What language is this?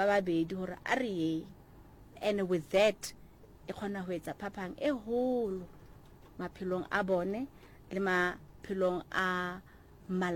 Southern Sotho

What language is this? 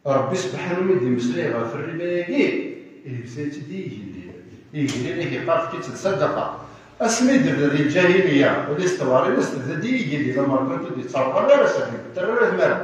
Kabyle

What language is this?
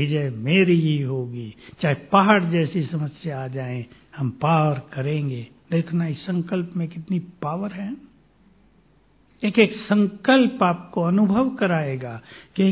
Hindi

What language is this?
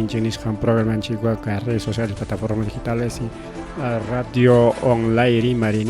Ayacucho Quechua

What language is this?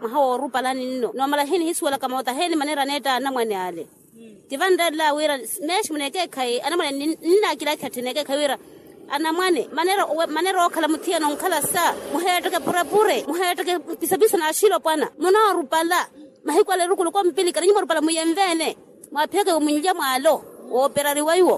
Makhuwa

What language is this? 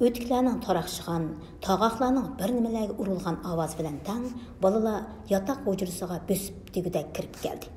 Uyghur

